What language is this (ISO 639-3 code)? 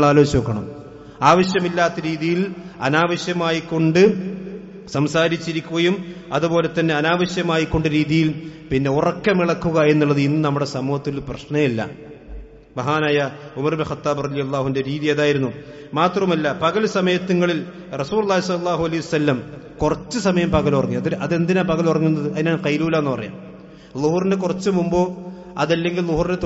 mal